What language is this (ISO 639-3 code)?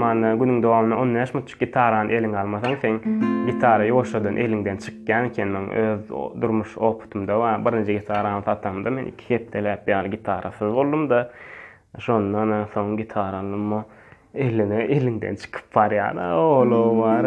tuk